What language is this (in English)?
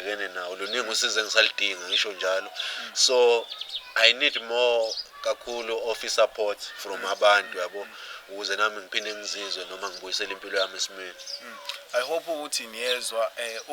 Zulu